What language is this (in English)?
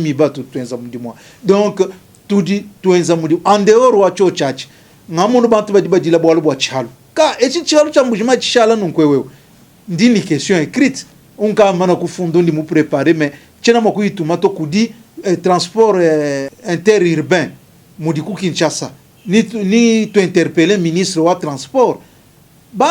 Luba-Lulua